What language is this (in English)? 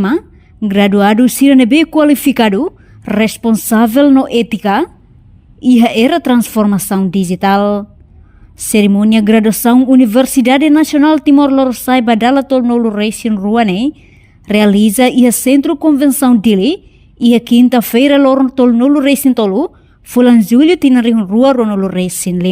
Tetum